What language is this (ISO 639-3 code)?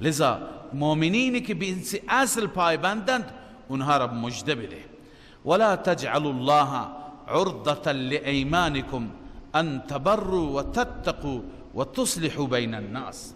fas